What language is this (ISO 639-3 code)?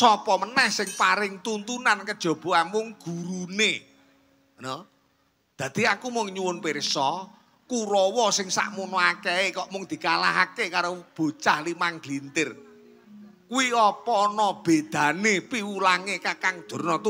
jav